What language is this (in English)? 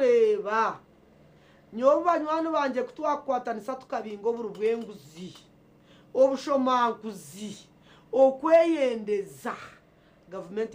Nyankole